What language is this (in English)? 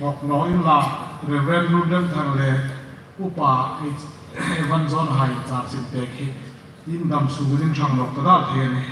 Hmar